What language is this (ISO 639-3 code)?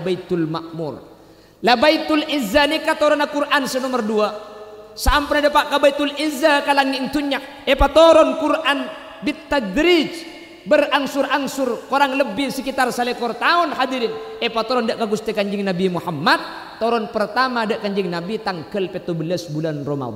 mad